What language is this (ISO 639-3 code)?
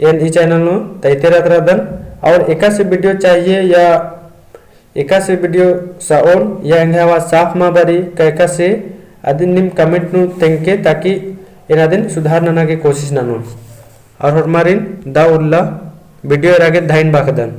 kru